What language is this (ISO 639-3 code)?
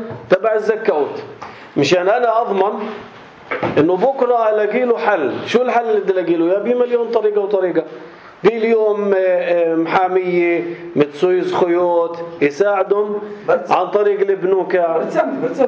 apc